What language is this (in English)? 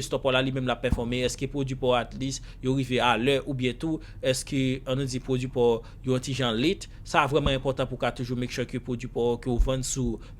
Haitian Creole